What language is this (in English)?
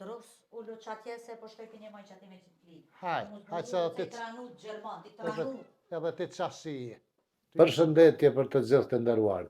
Albanian